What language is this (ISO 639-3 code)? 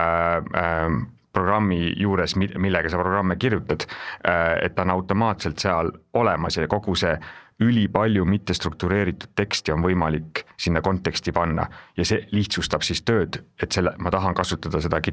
est